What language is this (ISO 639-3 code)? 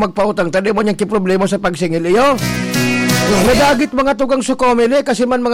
bik